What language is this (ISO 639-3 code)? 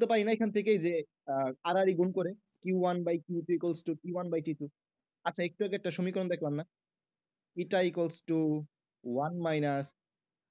ben